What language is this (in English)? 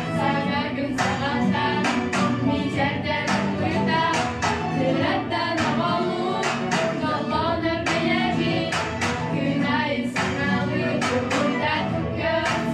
Yakut